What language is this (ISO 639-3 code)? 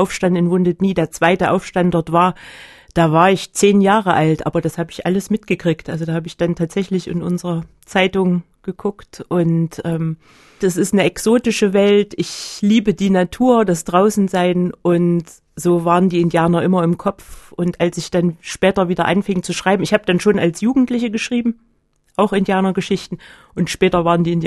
deu